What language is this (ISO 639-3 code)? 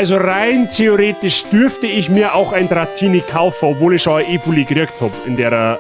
bar